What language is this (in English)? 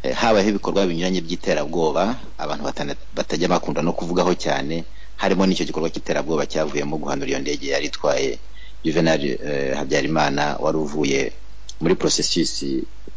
Kinyarwanda